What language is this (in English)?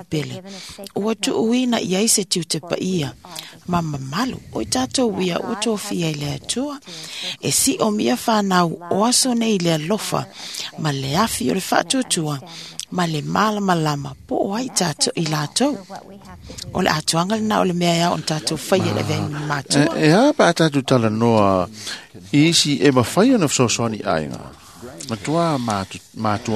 Samoan